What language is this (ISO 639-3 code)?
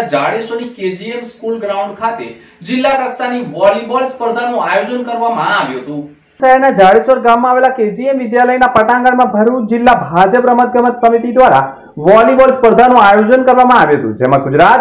guj